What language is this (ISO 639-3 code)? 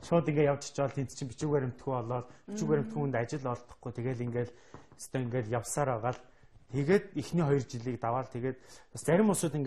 mon